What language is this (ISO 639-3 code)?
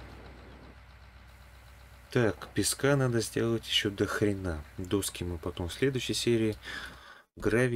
rus